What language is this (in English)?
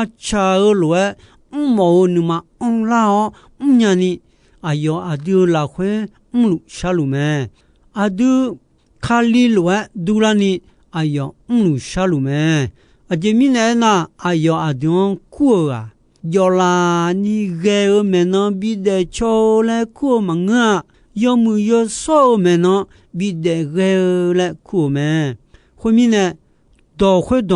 Akha